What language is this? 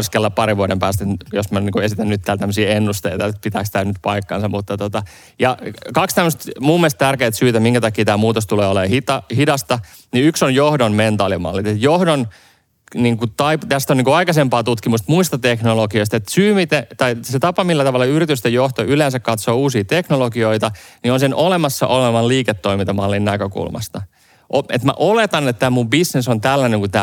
Finnish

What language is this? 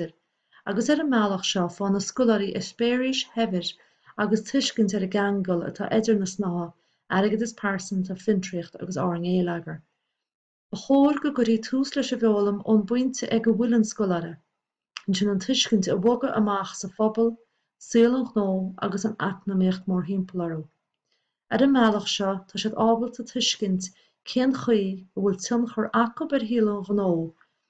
Irish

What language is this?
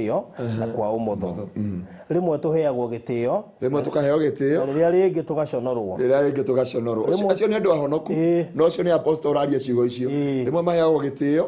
Kikuyu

